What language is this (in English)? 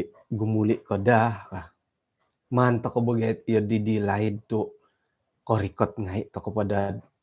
Central Dusun